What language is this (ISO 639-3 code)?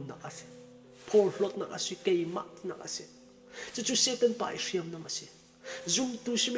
cfm